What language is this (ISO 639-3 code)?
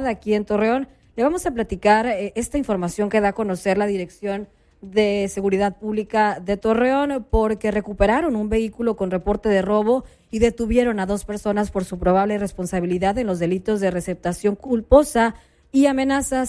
spa